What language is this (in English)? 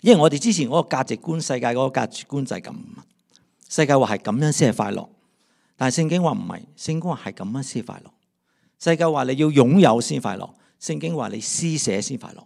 Cantonese